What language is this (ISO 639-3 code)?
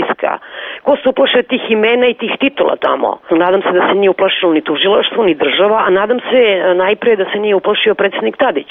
srp